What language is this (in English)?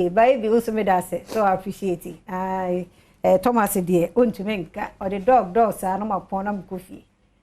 Akan